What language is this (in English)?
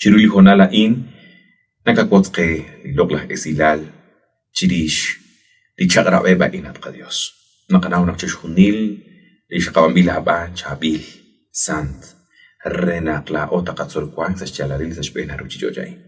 Kekchí